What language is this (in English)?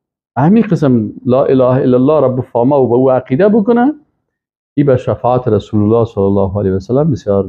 Persian